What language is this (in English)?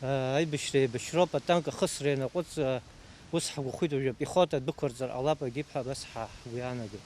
Abkhazian